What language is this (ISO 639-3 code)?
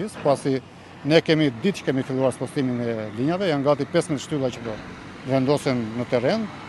sqi